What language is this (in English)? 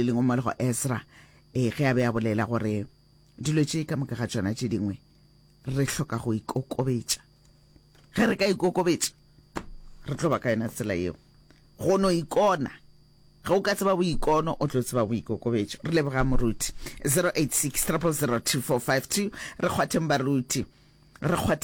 Northern Sotho